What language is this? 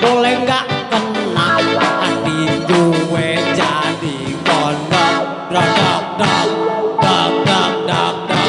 Betawi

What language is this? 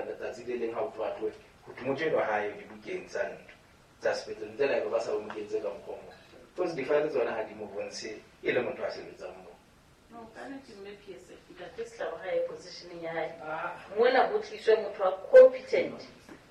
Southern Sotho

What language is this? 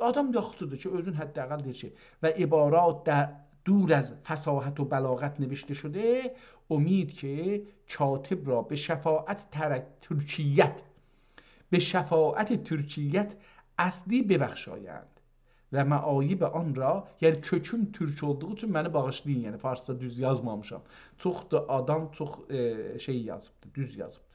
South Azerbaijani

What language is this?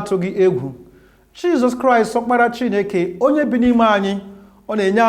Igbo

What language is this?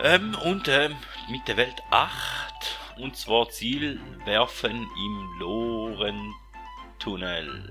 Swiss German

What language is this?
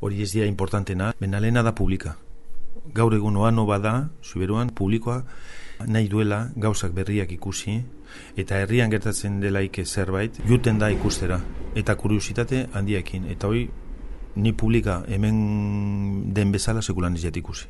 Basque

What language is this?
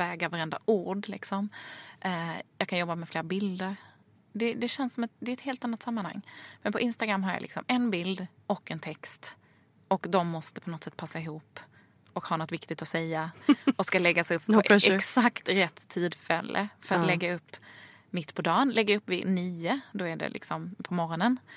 Swedish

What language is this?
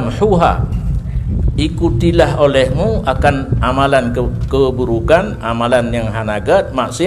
Achinese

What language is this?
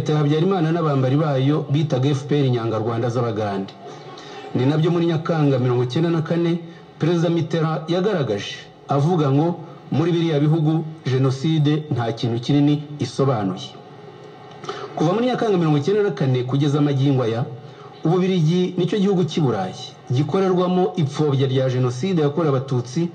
Kinyarwanda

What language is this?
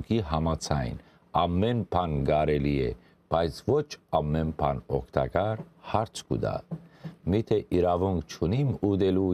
Western Armenian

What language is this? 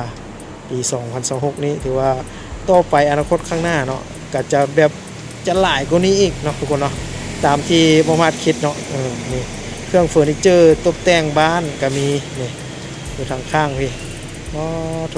Lao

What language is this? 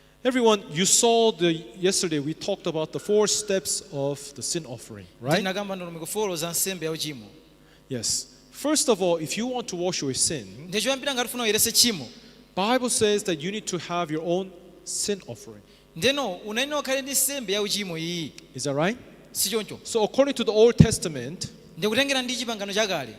Nyanja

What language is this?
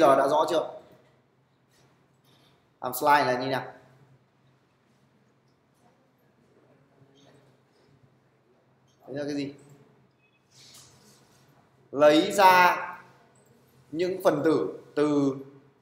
Vietnamese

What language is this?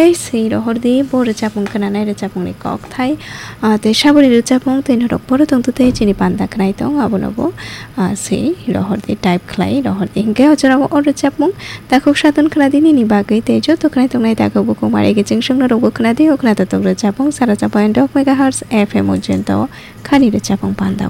Kok Borok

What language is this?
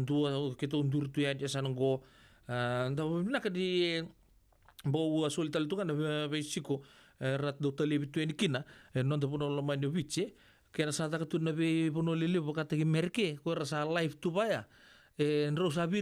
Fijian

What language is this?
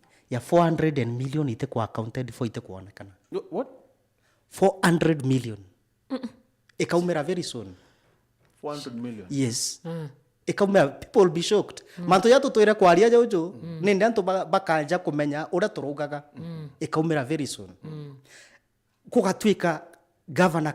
Meru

